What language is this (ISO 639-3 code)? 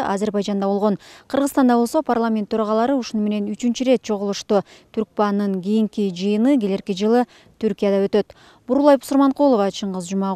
kir